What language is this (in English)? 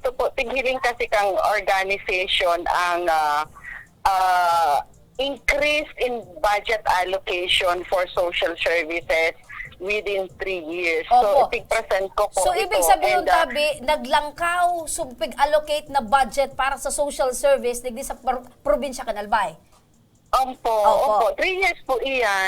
Bikol